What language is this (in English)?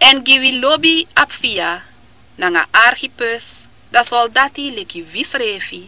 Sranan Tongo